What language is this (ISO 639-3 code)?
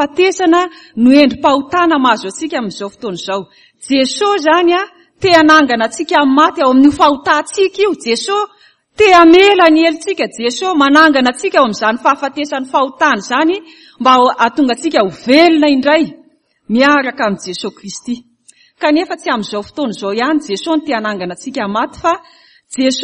mlg